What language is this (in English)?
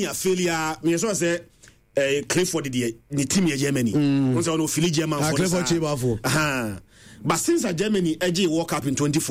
Akan